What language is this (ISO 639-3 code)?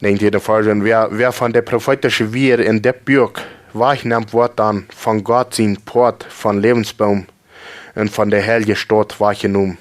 pdt